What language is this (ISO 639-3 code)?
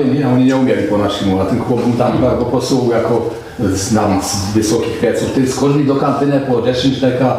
szl